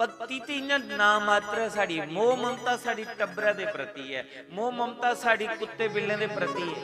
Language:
Dogri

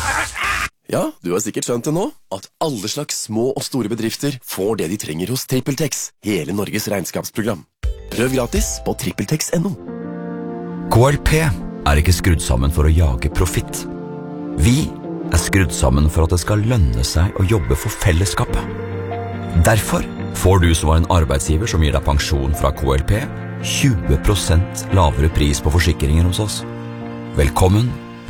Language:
Norwegian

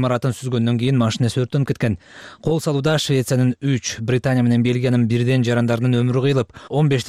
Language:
Kyrgyz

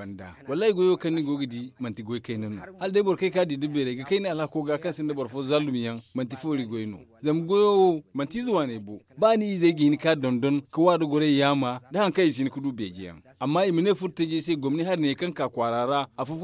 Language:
Zarma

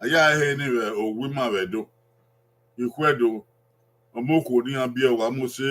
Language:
Bini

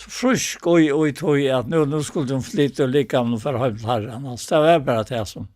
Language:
Faroese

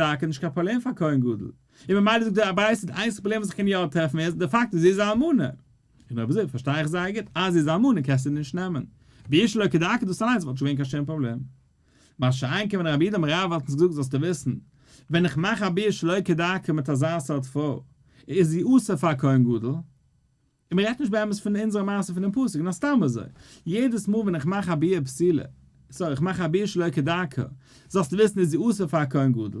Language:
Yiddish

